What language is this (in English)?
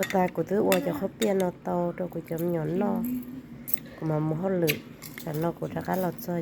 Hmong